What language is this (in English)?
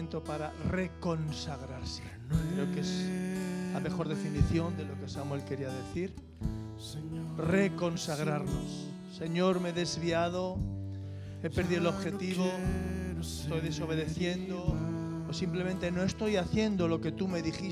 Spanish